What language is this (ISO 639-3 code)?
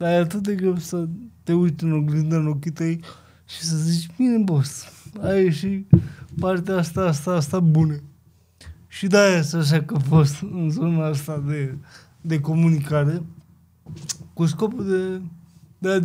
ron